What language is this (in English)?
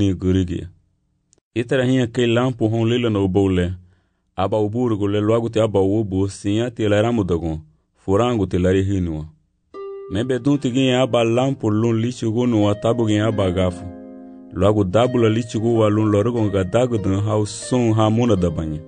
Garifuna